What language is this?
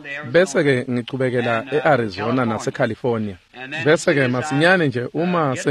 Swati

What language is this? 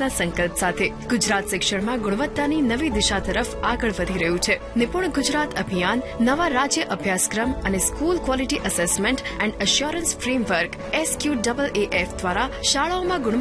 Gujarati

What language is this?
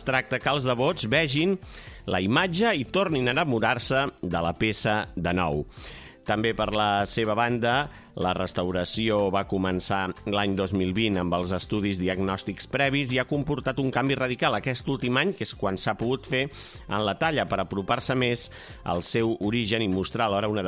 Catalan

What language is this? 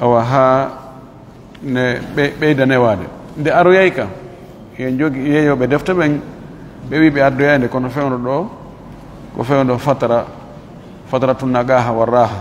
Fula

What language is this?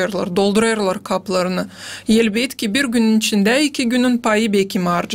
Gagauz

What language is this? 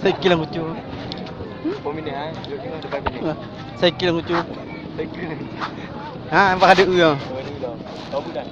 Achinese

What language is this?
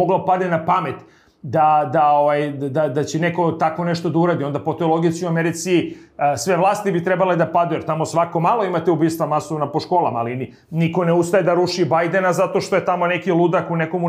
Serbian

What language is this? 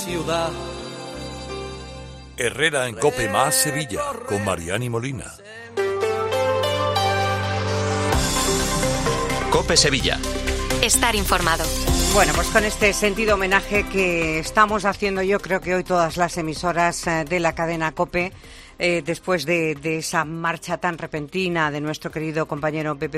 Spanish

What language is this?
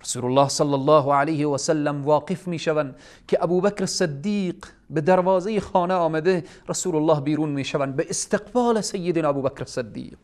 Persian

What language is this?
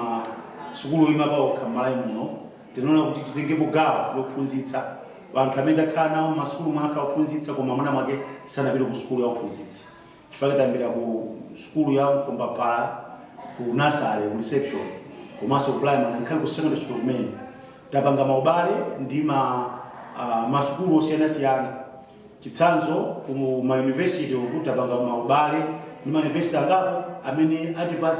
Nyanja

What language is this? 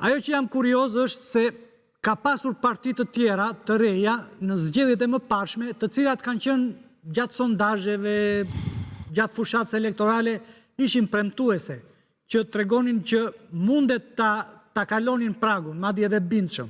Albanian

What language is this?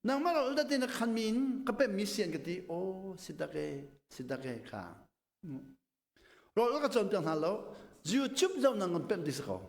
Hakha Chin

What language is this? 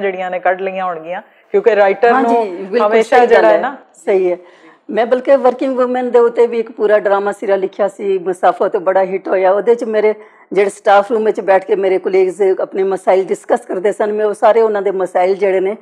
Western Panjabi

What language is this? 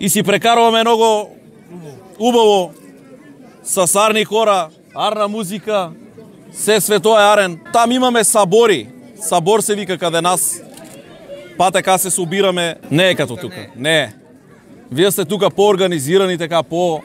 Macedonian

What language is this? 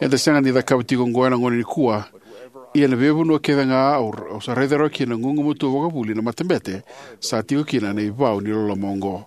Fijian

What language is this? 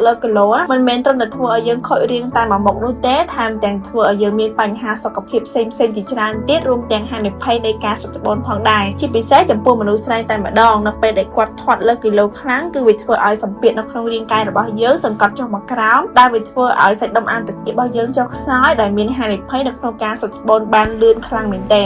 Khmer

